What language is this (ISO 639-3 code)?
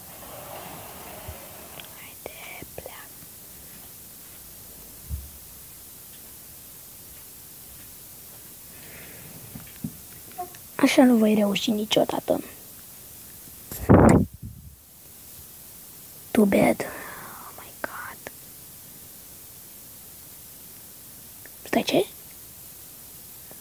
ron